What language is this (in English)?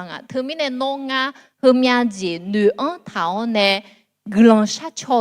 Akha